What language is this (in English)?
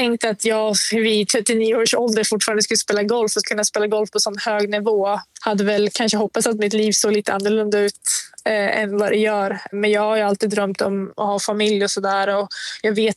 Swedish